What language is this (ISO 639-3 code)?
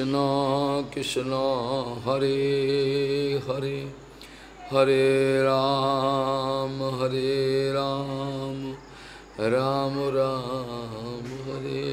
ben